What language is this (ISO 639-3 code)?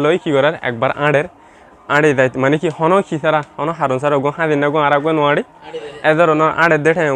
rhg